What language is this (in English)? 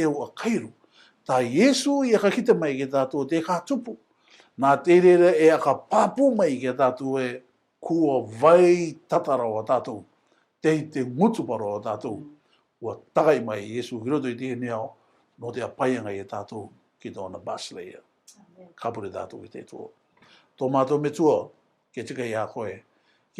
Rarotongan